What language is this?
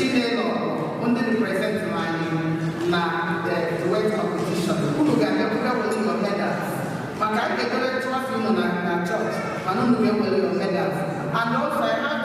Igbo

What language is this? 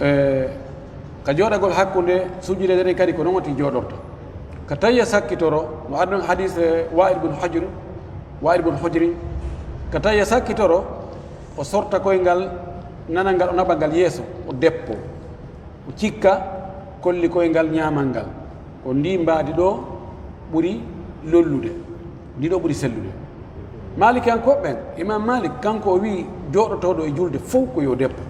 Pular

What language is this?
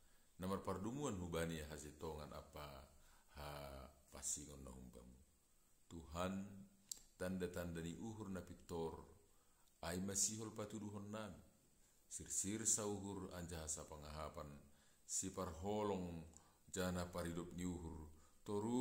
Batak Simalungun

